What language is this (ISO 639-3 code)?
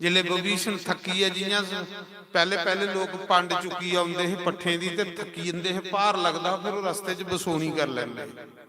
doi